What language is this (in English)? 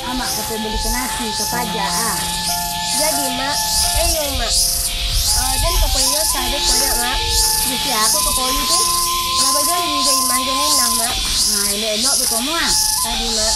Minangkabau